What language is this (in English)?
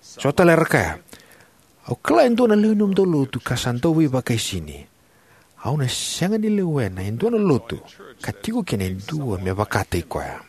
Fijian